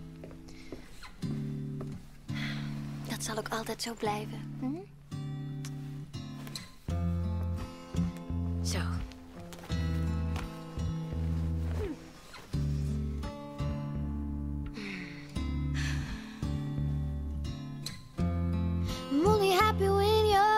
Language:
Dutch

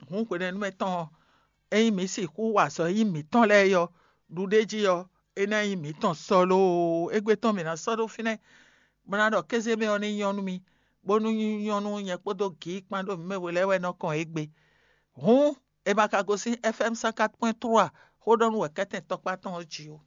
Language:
Fon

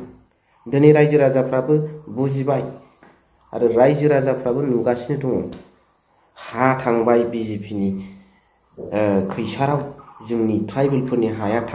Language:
Bodo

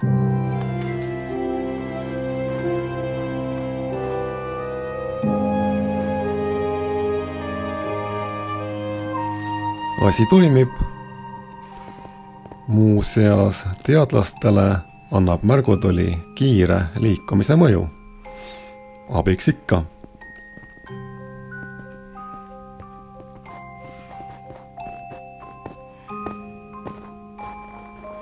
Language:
Estonian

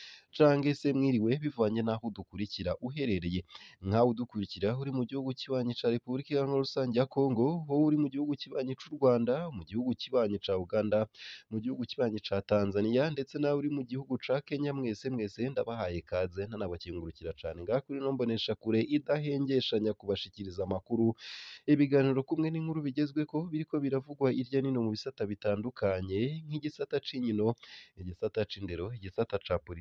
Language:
Rundi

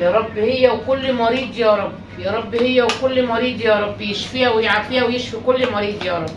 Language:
Egyptian Arabic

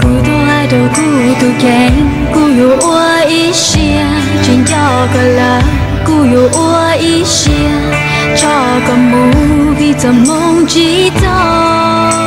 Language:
Hmong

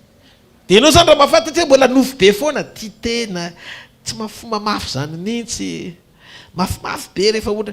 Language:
Malagasy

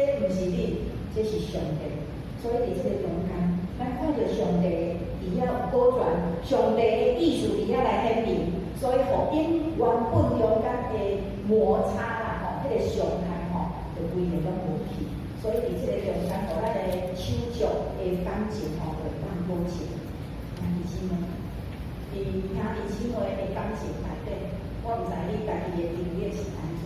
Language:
Min Nan Chinese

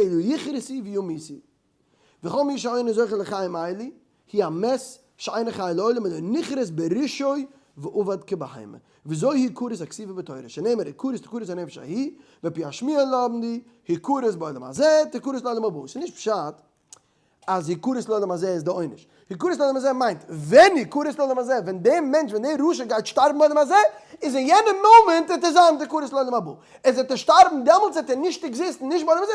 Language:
Yiddish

